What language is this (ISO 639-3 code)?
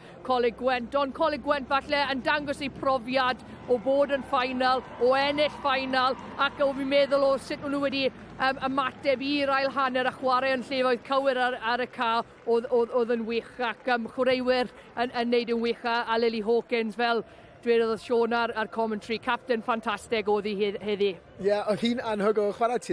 cym